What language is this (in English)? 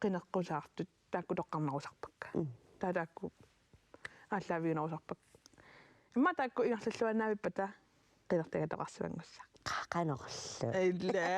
Kalaallisut